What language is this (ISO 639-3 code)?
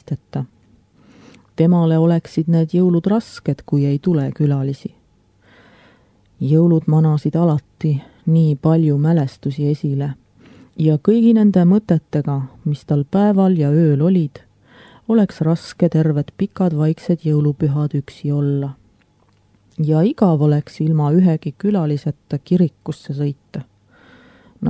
est